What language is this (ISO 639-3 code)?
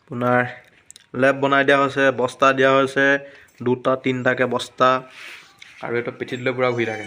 asm